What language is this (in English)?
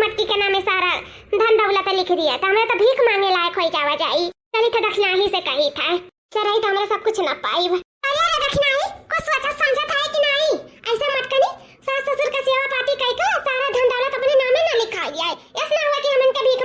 Awadhi